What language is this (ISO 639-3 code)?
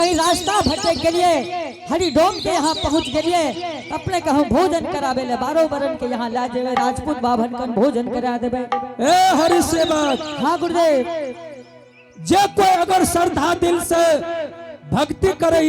anp